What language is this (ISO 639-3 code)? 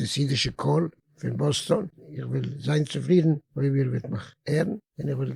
yid